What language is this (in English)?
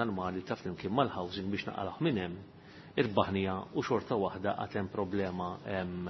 Maltese